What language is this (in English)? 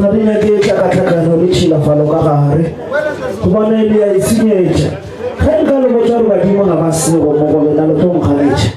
Northern Sotho